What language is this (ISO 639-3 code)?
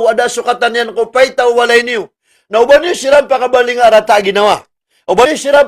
mrw